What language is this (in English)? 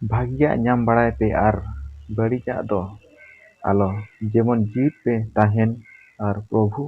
Santali